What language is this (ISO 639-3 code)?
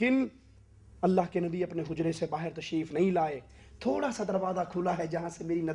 urd